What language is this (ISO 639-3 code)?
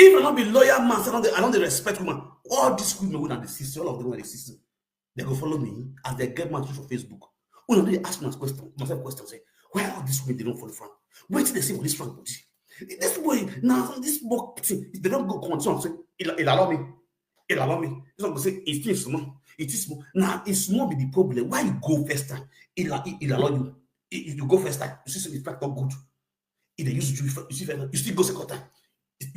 pcm